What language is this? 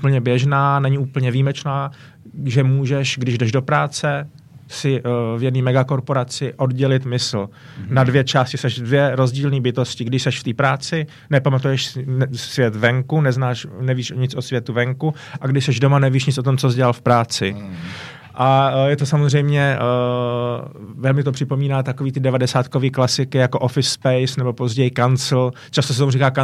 Czech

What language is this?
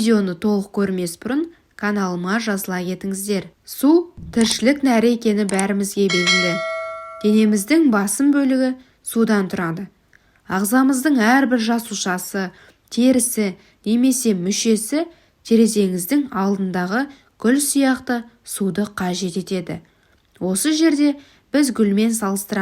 Kazakh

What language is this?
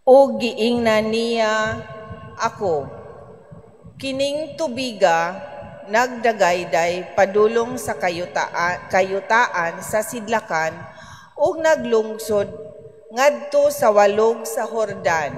Cebuano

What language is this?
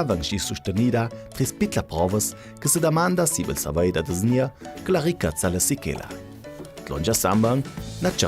Ladin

